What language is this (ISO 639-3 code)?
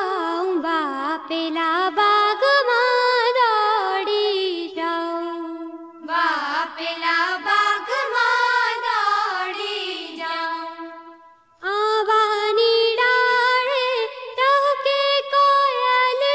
guj